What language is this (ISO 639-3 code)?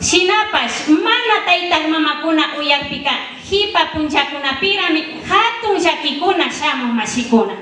qvi